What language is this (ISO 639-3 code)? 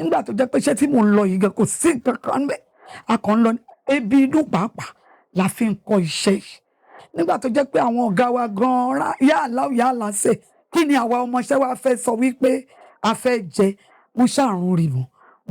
yor